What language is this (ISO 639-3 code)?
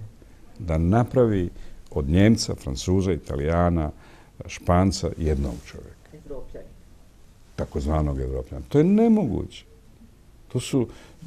bos